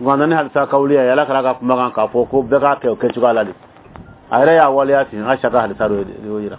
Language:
Bambara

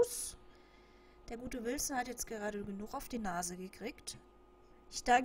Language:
German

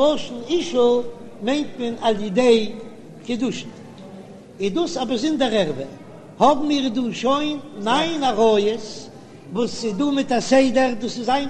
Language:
Yiddish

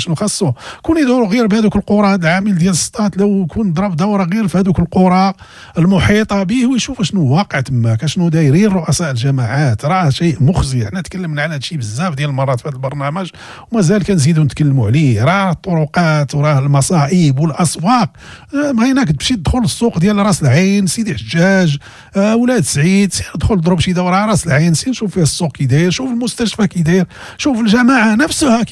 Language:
Moroccan Arabic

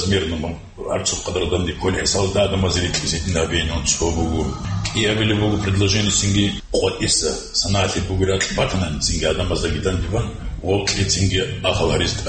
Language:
Avaric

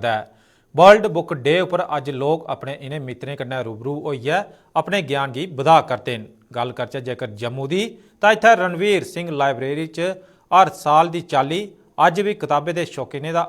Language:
Dogri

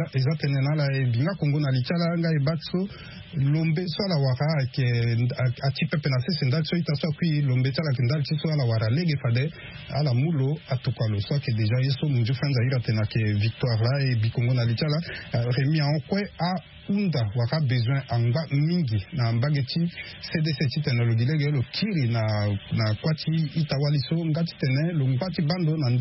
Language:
Sango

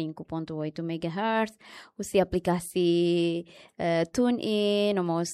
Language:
Tetum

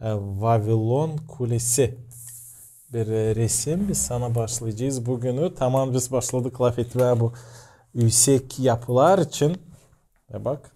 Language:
Gagauz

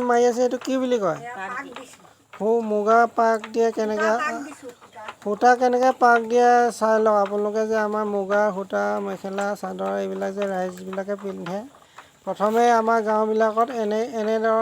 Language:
Assamese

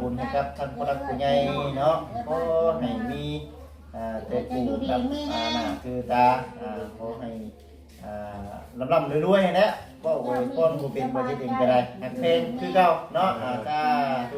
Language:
Lao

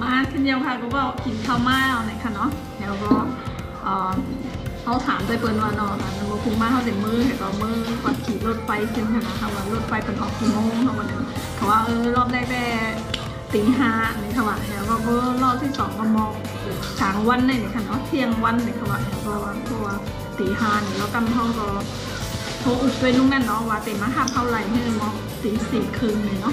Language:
Shan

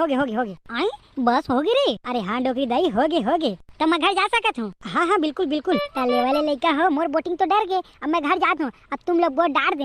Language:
Chhattisgarhi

